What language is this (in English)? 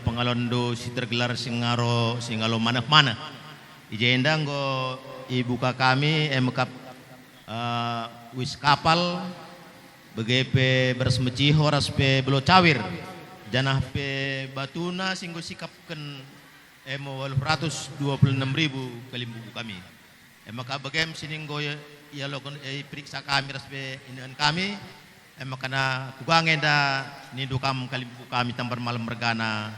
Batak Karo